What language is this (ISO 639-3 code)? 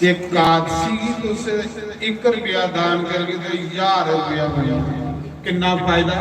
doi